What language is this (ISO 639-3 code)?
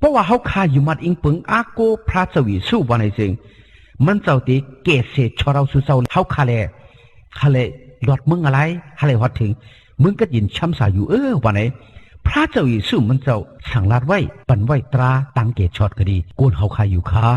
shn